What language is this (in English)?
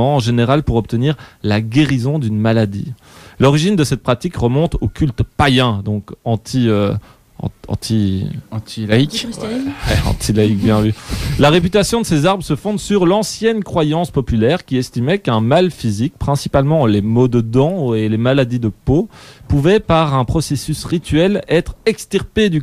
French